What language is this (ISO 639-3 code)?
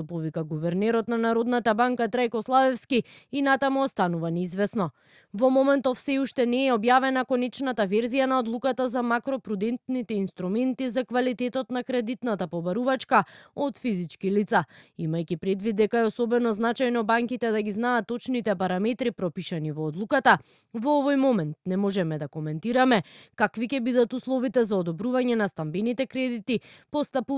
mkd